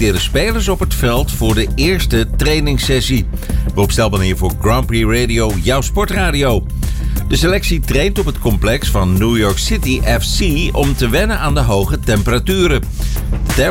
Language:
Dutch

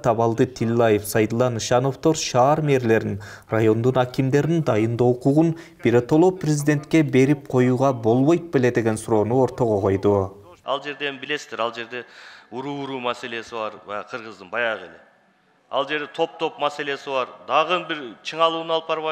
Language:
Kyrgyz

